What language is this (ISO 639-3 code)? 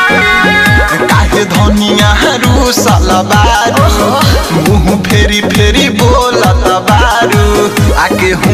bho